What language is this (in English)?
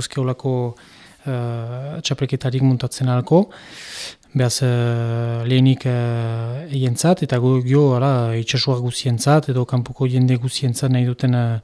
Basque